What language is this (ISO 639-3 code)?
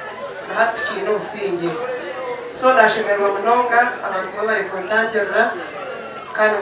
nyn